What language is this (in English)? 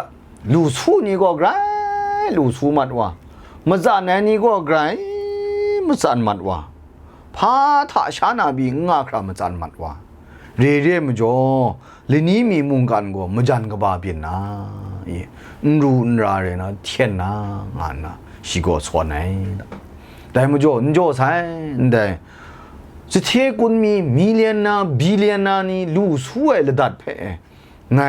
Kachin